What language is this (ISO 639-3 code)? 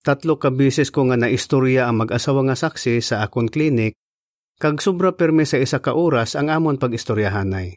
hil